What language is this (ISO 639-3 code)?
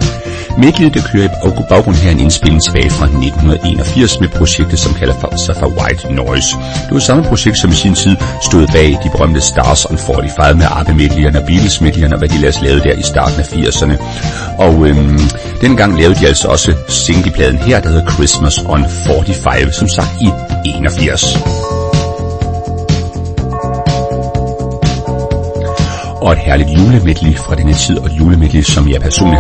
dan